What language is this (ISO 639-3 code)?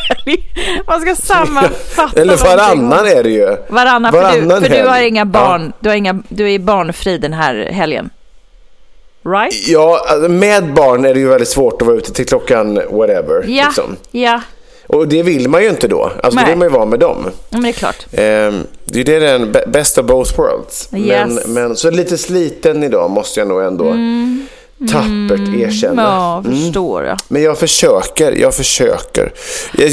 swe